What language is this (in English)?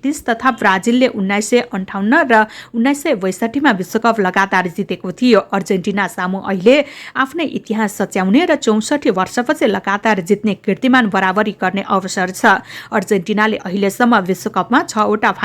Nepali